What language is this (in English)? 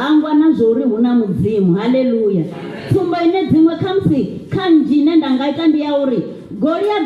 Venda